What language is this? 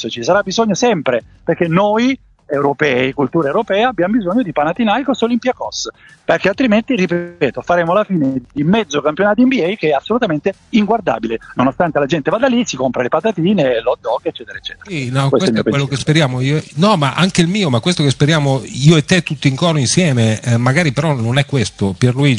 Italian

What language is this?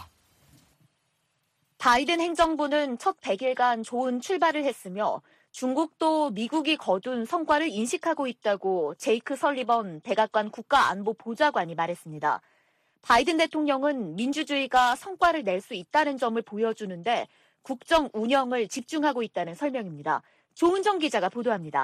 Korean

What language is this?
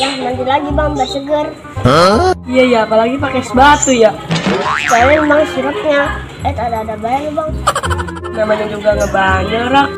Betawi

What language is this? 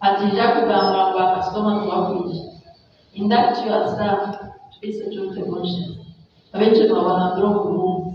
Nyankole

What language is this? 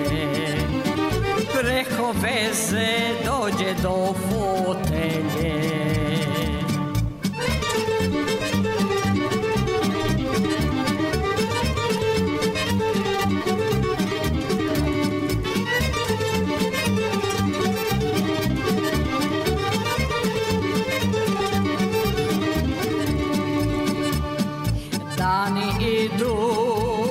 Serbian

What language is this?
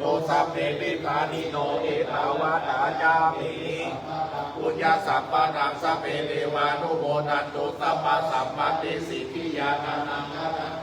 Pali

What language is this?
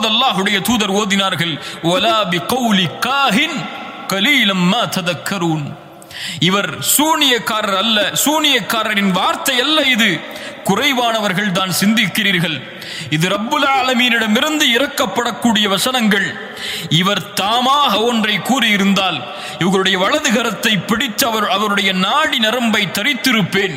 Tamil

